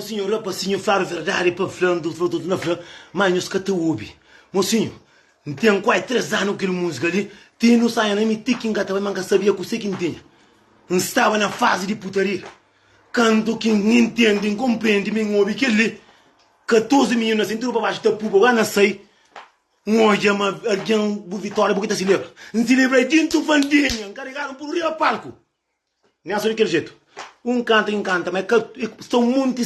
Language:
Kabuverdianu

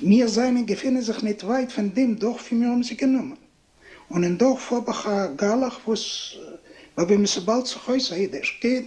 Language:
Yiddish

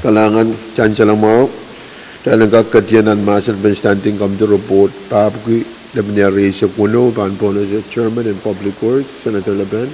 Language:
Pohnpeian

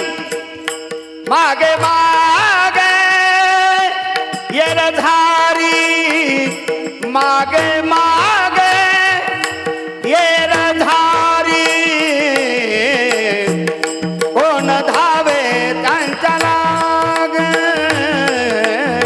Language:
Marathi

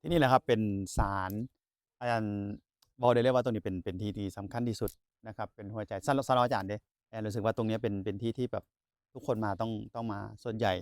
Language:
Northeastern Thai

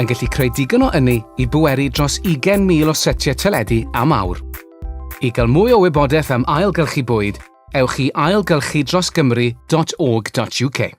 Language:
Welsh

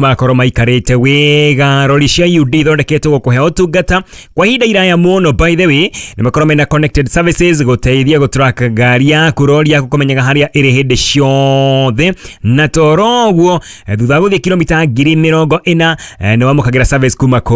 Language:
Kikuyu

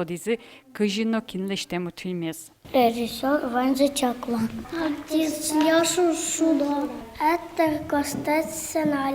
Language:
Udmurt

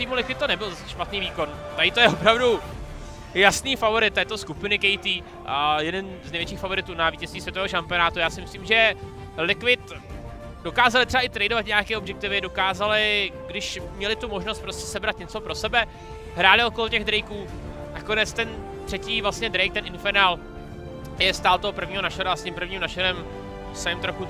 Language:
Czech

